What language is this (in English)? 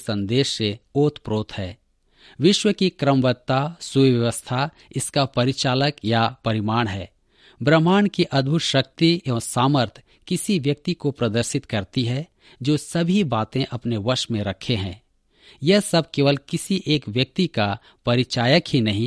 Hindi